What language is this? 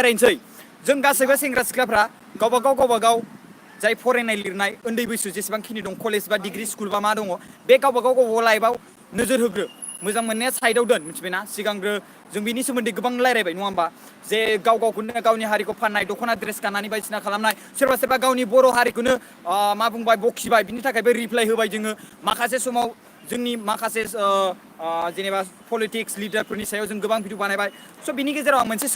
Bodo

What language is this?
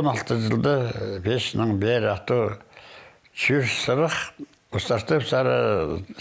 Khakas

